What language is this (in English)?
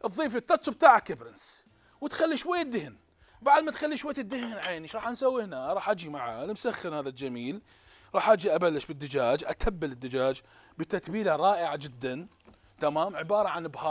Mesopotamian Arabic